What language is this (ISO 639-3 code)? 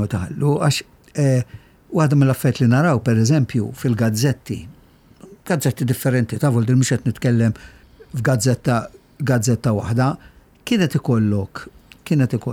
mlt